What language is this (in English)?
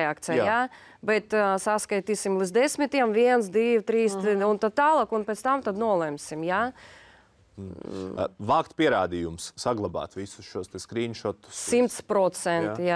Latvian